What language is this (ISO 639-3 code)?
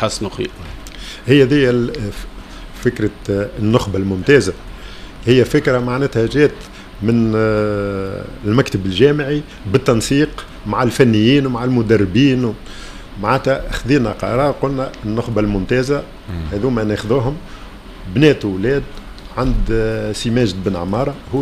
aeb